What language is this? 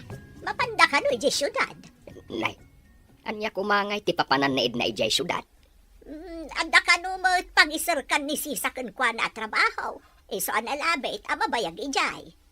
Iloko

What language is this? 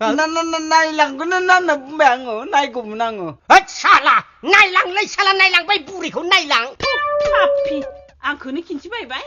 Bodo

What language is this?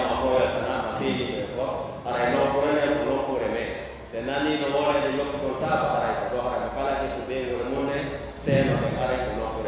Pular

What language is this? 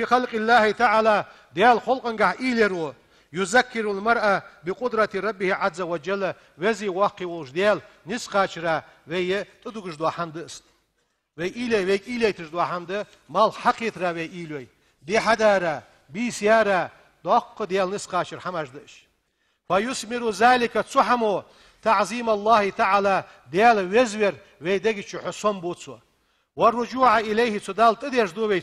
Ingush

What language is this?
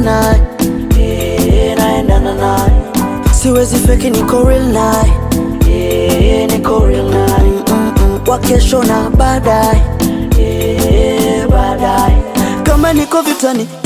Swahili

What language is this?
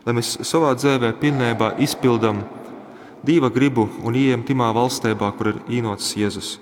Latgalian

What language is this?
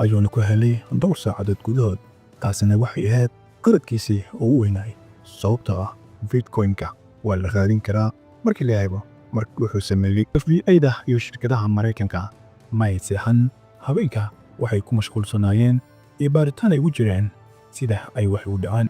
Somali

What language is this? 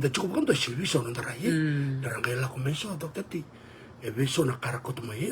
Fijian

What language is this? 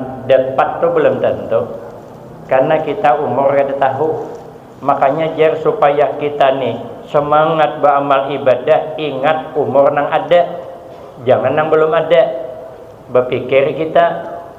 Banjar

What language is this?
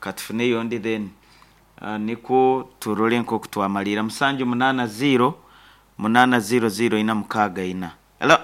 Nyankole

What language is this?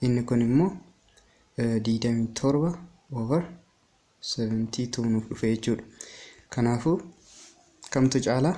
Oromo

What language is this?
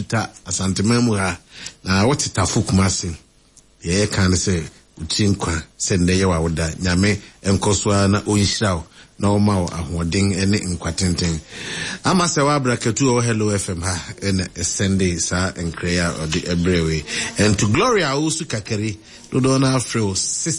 Akan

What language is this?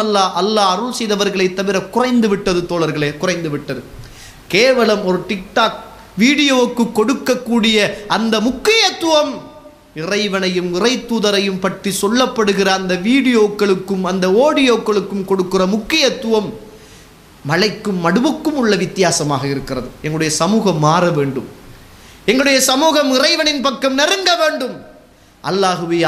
Tamil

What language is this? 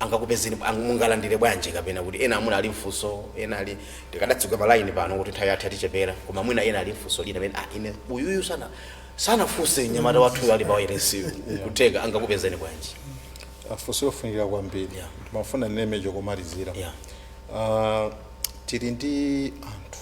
Nyanja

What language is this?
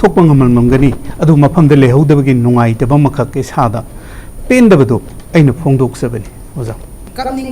Manipuri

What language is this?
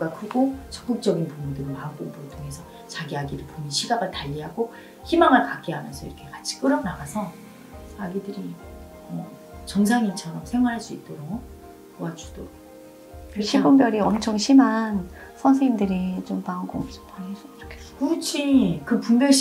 Korean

